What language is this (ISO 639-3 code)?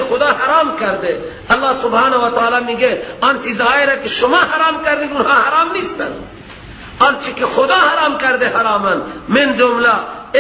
fas